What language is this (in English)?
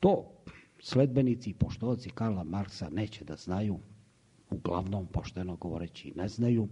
Serbian